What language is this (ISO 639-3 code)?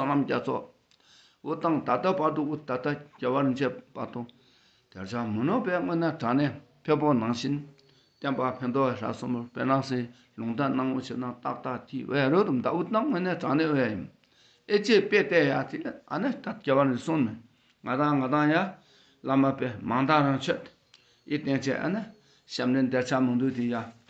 dka